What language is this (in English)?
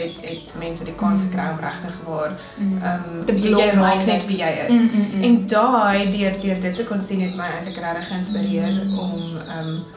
Afrikaans